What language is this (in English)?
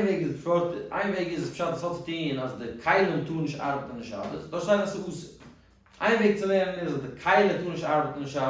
Yiddish